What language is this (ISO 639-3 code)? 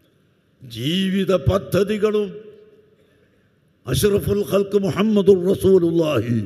mal